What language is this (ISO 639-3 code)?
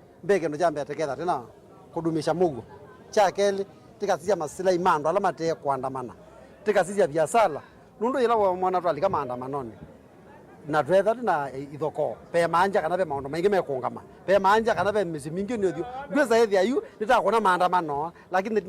kam